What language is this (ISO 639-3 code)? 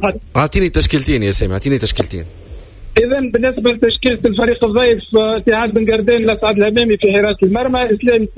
aeb